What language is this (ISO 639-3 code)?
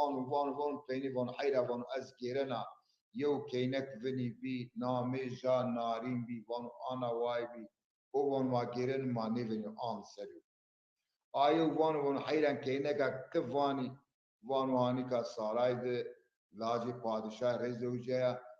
zza